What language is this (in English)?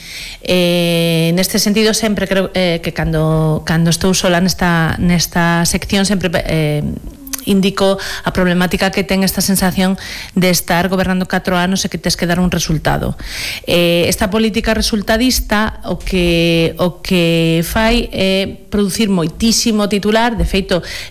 Galician